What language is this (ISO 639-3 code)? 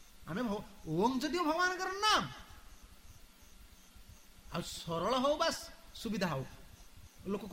ori